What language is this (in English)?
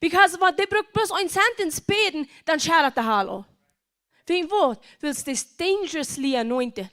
Plautdietsch